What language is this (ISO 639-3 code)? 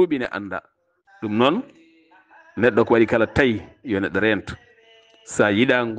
ful